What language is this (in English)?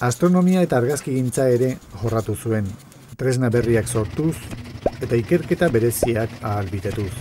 Basque